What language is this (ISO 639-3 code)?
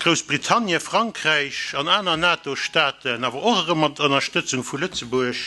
ltz